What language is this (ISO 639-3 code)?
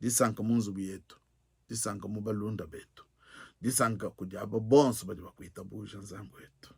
lua